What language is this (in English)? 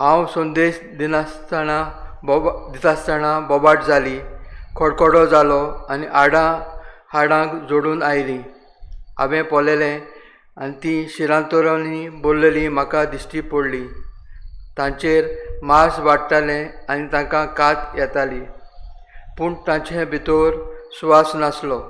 Konkani